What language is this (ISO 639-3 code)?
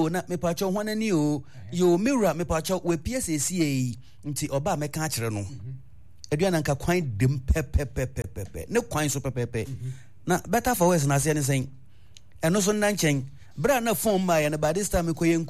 aka